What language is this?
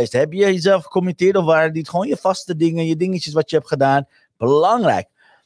Dutch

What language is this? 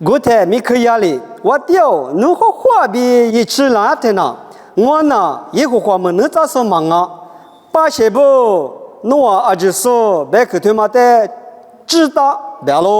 Lisu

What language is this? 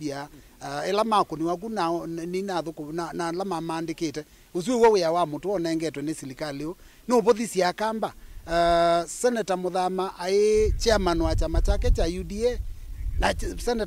Kamba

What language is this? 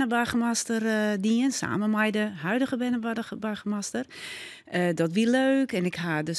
Western Frisian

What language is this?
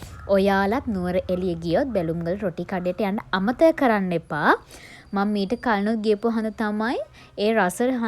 Sinhala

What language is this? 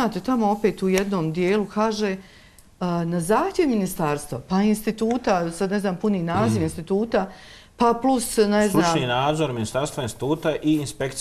Bosnian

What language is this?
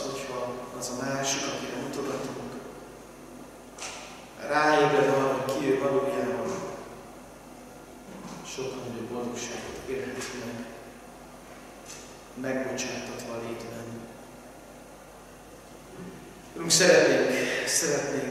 Hungarian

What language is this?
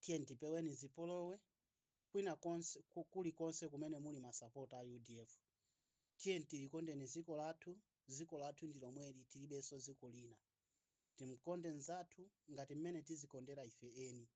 Nyanja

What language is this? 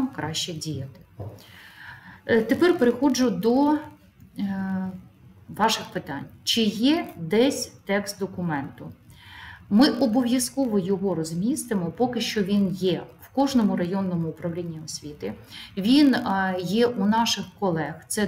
Ukrainian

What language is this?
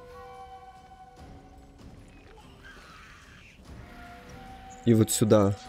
Russian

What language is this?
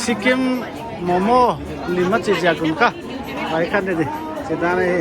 Paite Chin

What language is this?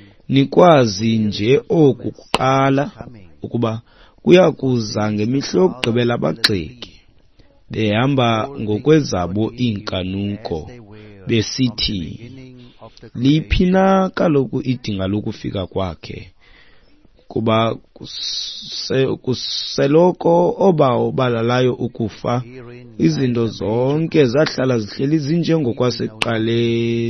Xhosa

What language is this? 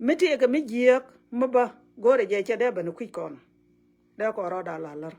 Nuer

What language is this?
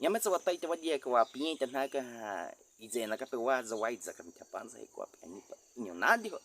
Baniwa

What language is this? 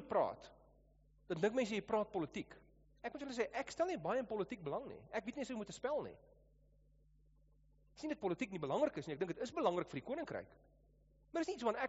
Afrikaans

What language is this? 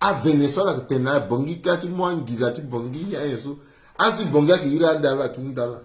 Sango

